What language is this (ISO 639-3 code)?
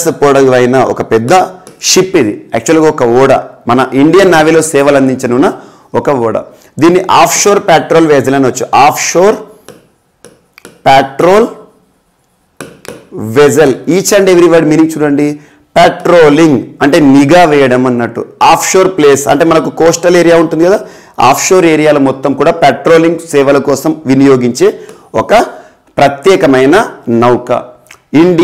tel